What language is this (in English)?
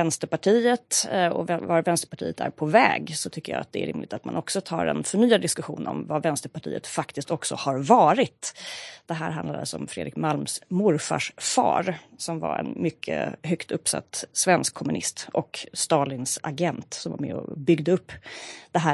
Swedish